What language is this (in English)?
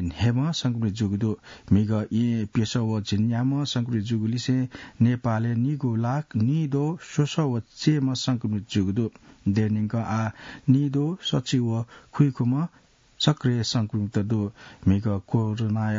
Newari